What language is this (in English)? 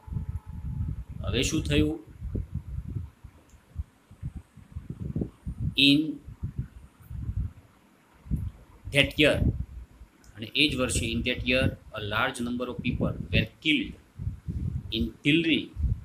Gujarati